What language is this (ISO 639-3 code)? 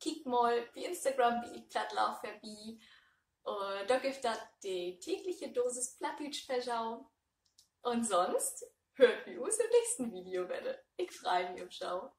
nds